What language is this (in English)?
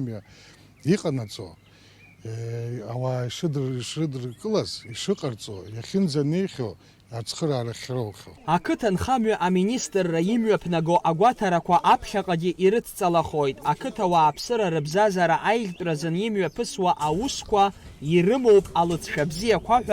Abkhazian